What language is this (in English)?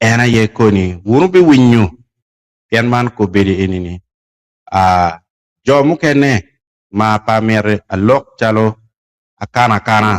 Acoli